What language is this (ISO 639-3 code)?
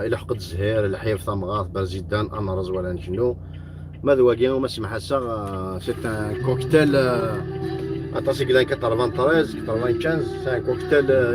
kab